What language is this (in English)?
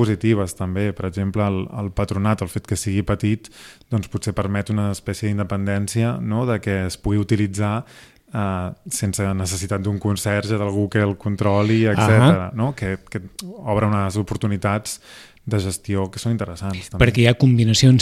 Catalan